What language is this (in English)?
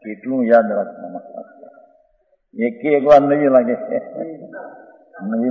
Gujarati